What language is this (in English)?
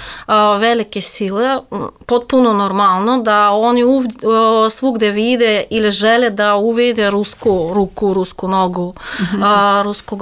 Serbian